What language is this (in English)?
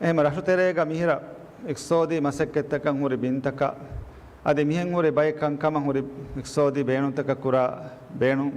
Divehi